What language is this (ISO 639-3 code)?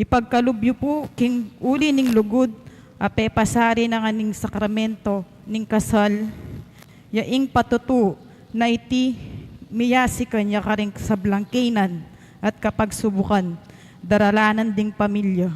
pam